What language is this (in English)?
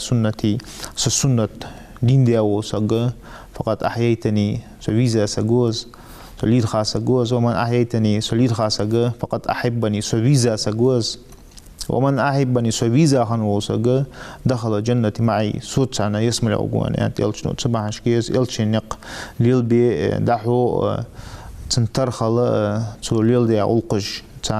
Ingush